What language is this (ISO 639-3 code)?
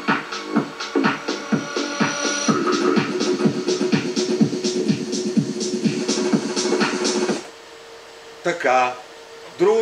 bul